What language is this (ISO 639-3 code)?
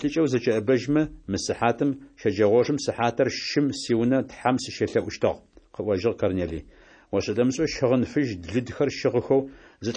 ady